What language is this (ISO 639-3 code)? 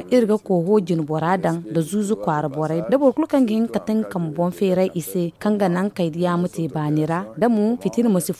dje